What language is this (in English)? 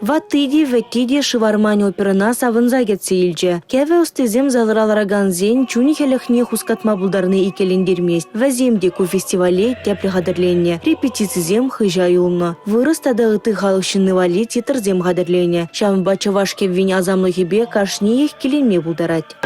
Chuvash